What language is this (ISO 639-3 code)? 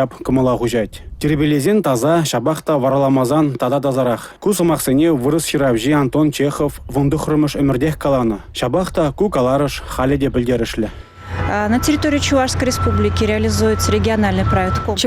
chv